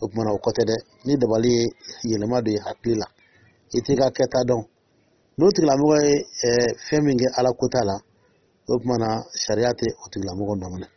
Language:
Dyula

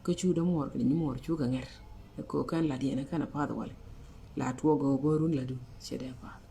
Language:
Nuer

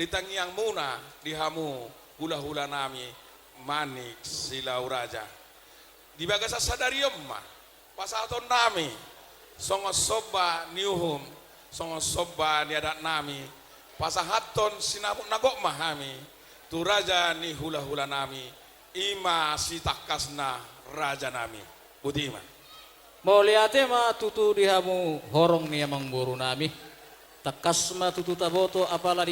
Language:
Batak Toba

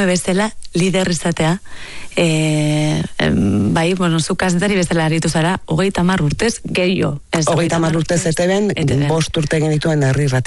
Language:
Basque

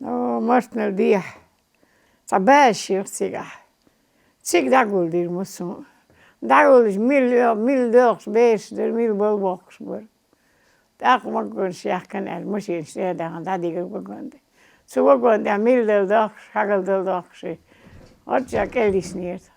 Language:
Chechen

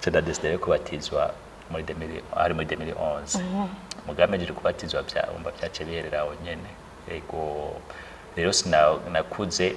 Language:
Rundi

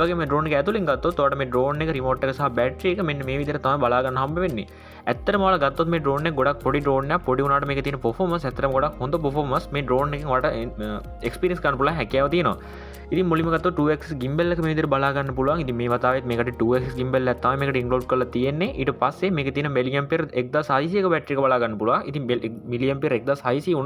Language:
Sinhala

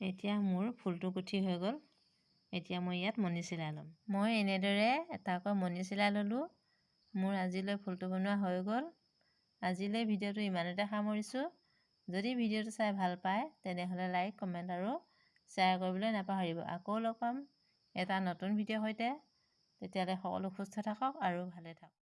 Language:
Assamese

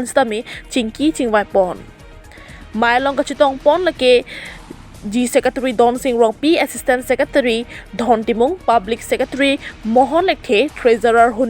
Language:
Karbi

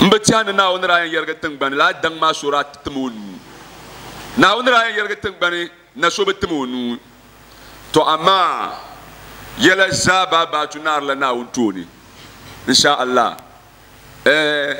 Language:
Dagbani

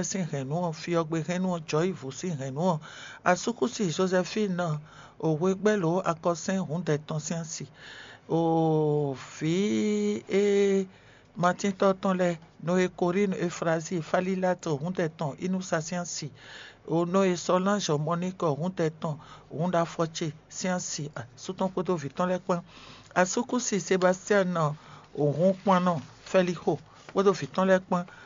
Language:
Fon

